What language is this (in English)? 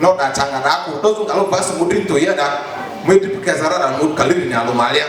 Lugbara